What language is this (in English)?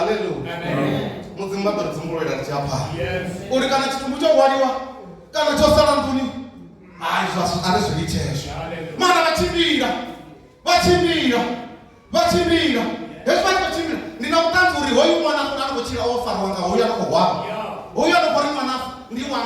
Venda